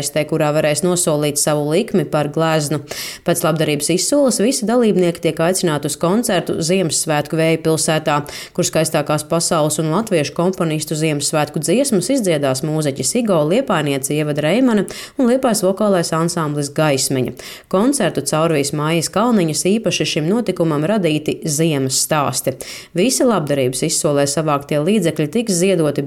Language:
Latvian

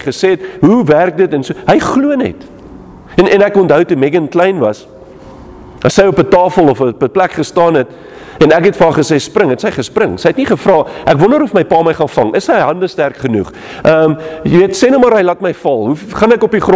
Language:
Afrikaans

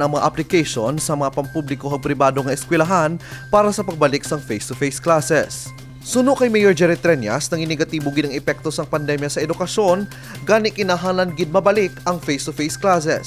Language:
Hiligaynon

